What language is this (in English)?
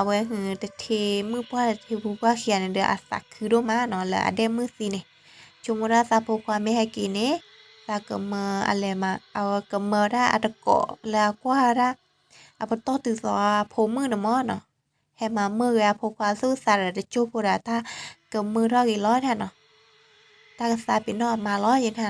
S'gaw Karen